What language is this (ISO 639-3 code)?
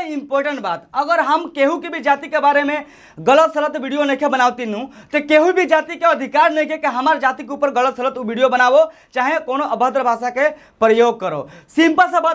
bho